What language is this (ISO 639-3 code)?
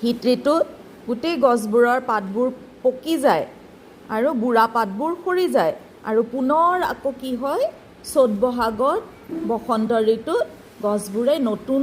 asm